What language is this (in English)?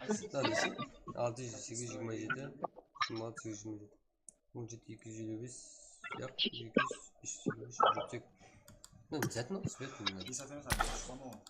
Kara-Kalpak